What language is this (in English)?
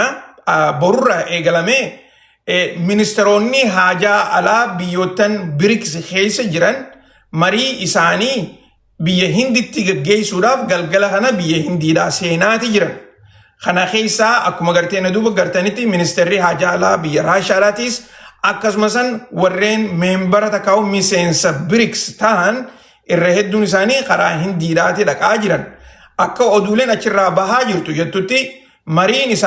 Oromo